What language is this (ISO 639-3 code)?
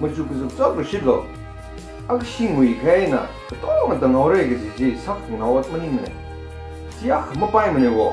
nmf